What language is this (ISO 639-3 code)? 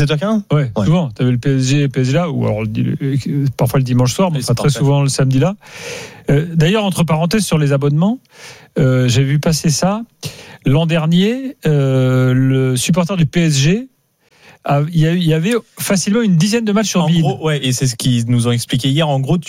fra